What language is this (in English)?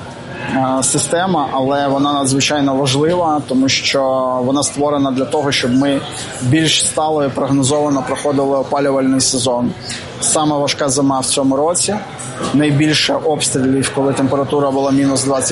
Ukrainian